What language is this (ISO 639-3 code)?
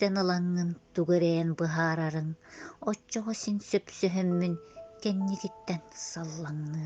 sah